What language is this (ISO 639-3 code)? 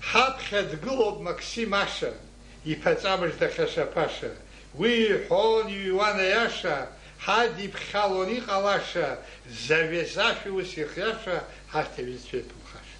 abk